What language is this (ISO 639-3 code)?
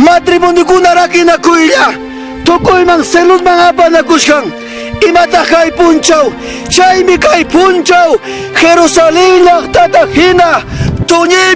quy